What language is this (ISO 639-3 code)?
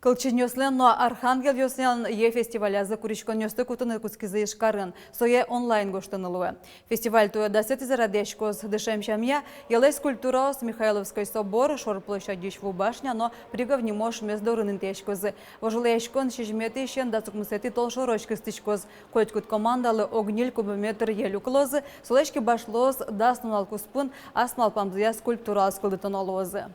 udm